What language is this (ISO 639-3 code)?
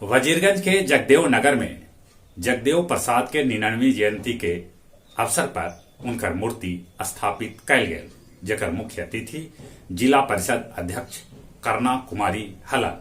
mag